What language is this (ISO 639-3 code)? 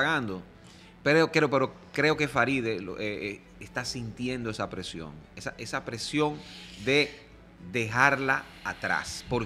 spa